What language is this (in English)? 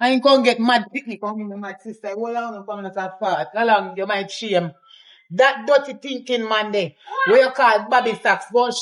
Jamaican Creole English